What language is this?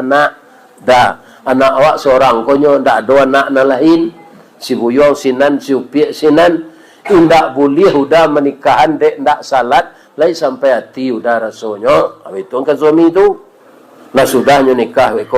Minangkabau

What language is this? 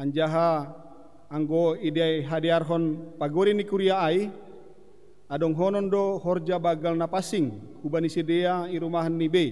Batak Simalungun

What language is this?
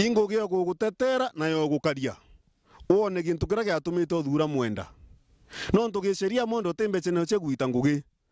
Meru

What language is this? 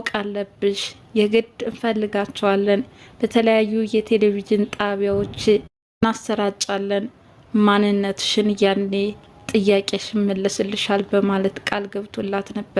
Amharic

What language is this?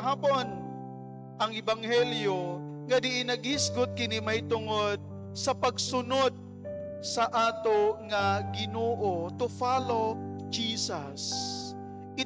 Cebuano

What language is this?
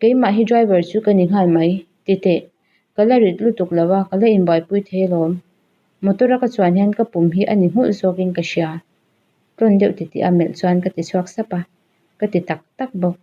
Mizo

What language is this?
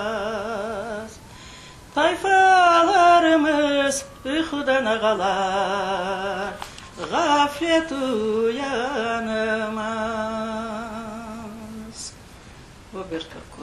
Crimean Tatar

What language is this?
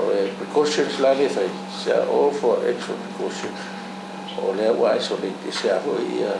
Samoan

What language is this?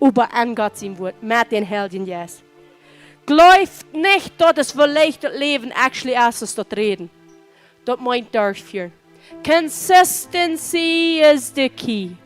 Plautdietsch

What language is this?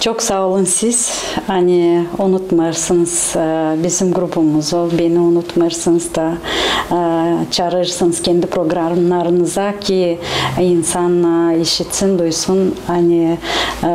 Gagauz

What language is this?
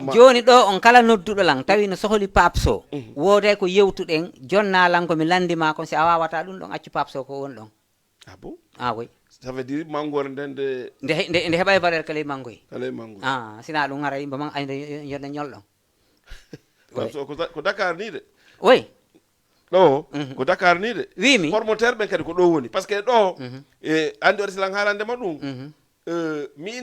Fula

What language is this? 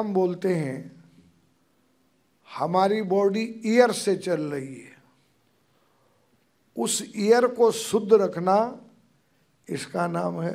Hindi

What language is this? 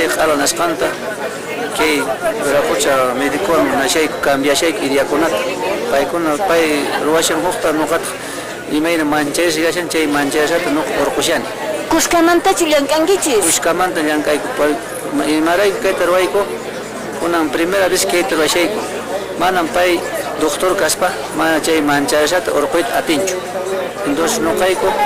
Quechua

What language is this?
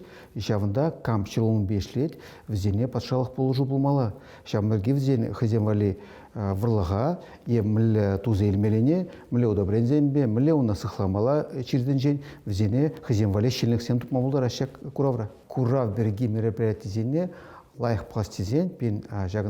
Chuvash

